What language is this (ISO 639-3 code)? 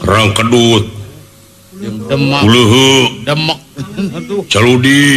sun